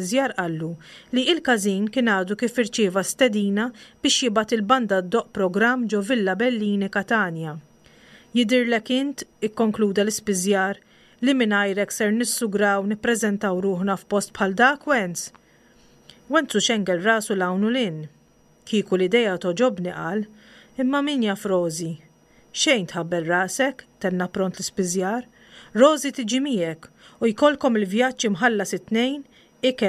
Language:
Maltese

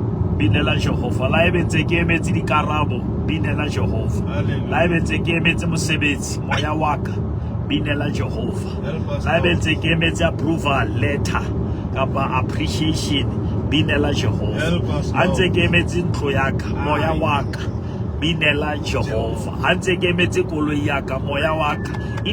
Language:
Southern Sotho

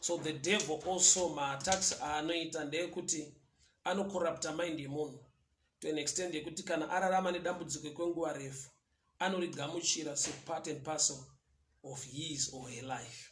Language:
Shona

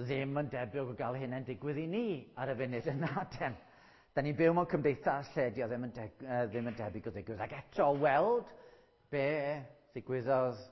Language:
Welsh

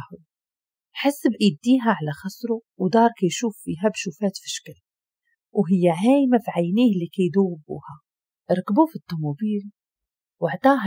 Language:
Moroccan Arabic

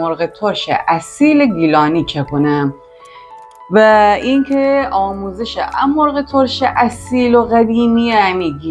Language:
Gilaki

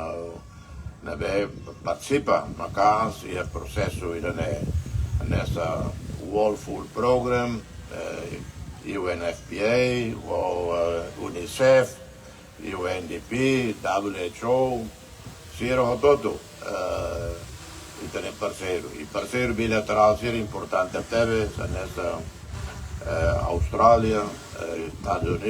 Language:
Tetum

